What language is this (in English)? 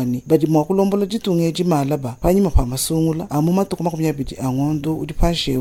Luba-Lulua